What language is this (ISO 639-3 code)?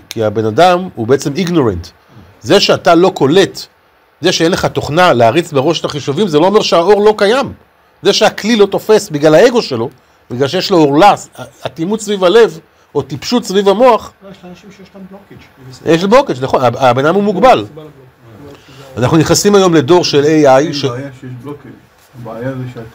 heb